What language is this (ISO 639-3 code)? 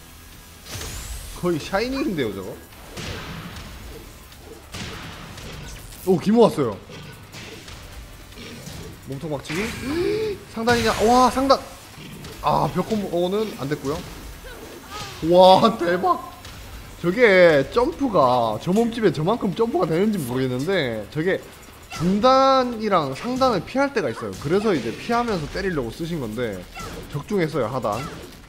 kor